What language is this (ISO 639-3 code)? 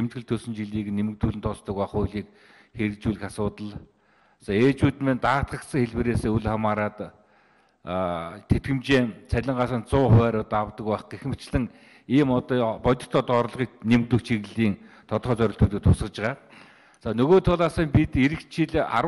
mon